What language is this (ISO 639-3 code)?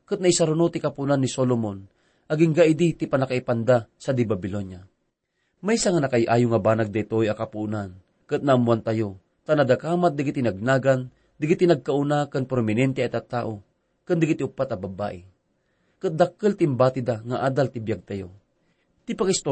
ilo